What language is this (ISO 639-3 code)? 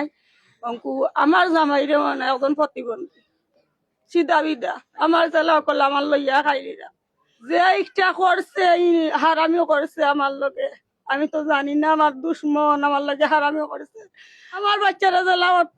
syl